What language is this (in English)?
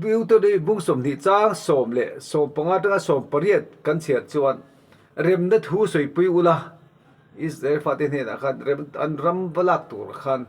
Mizo